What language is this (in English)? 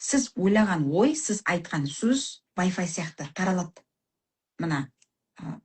Kazakh